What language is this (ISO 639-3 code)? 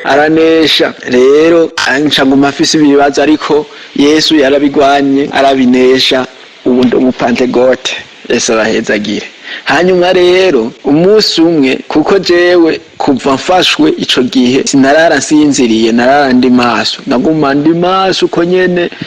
run